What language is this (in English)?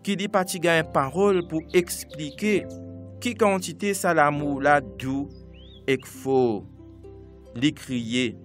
Morisyen